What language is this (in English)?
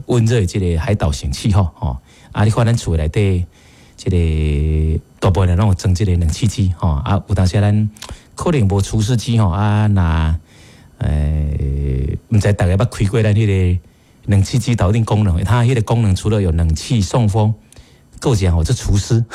Min Nan Chinese